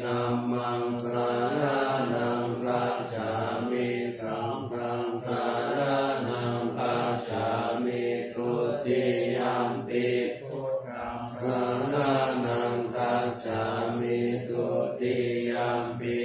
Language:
Pali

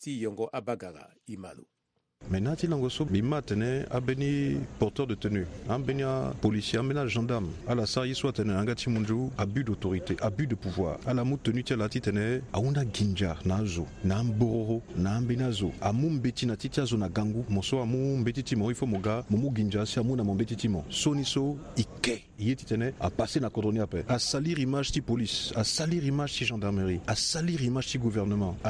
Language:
Sango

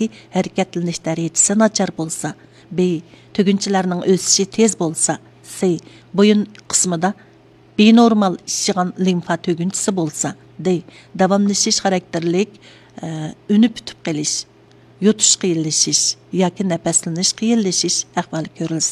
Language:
Uyghur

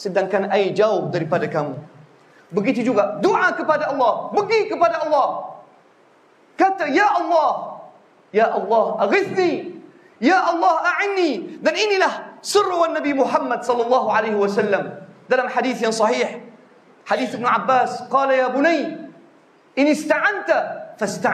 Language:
Malay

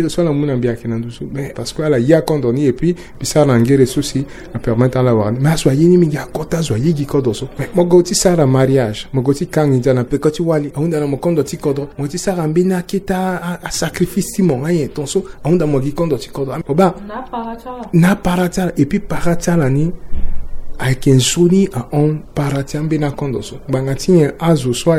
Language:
Sango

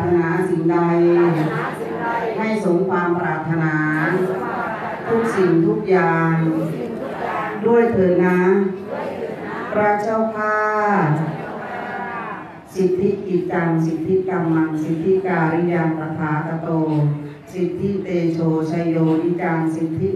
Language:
Thai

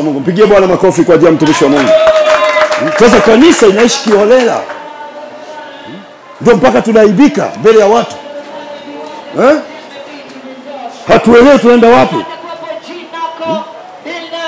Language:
Swahili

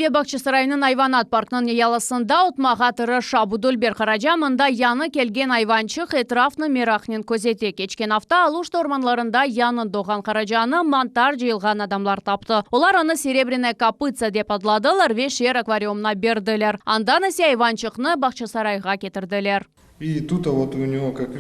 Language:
Crimean Tatar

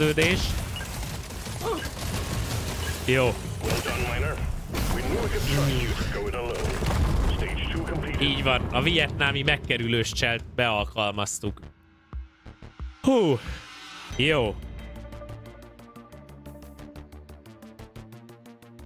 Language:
Hungarian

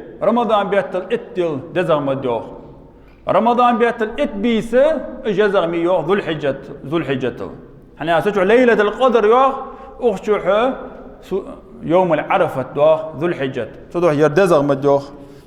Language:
Ingush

